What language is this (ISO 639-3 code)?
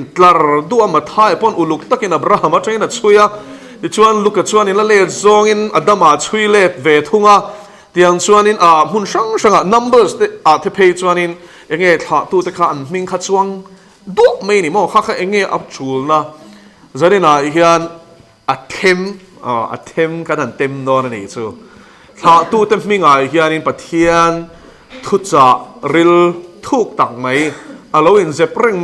lus